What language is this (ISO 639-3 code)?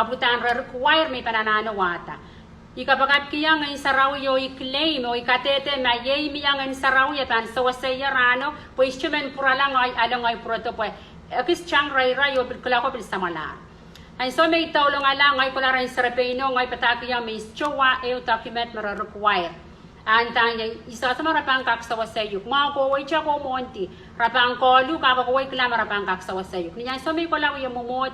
pon